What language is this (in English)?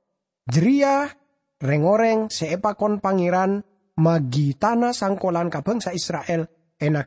Madurese